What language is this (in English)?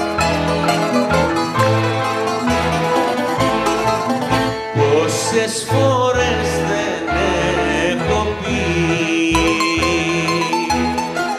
Greek